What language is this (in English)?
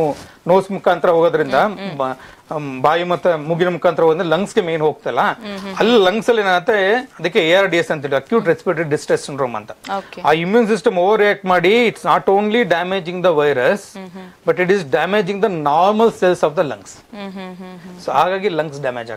Kannada